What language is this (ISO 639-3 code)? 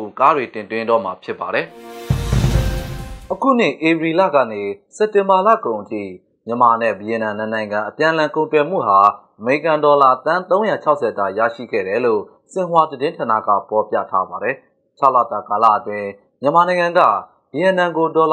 mya